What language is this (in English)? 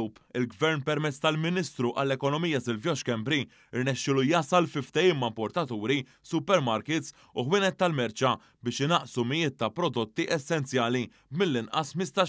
Maltese